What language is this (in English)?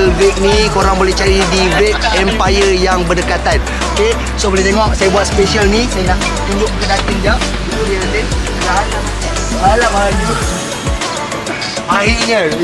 Malay